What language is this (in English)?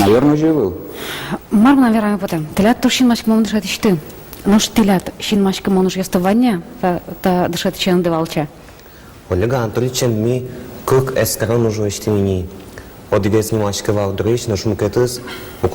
Udmurt